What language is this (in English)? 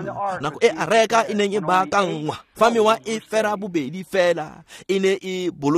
Tswana